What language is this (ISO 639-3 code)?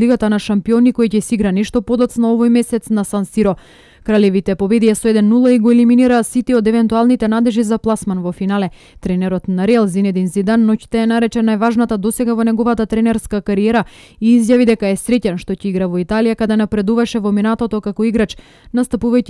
mkd